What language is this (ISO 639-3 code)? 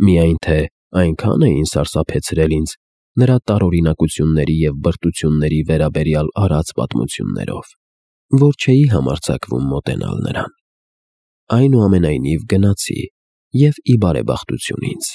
hye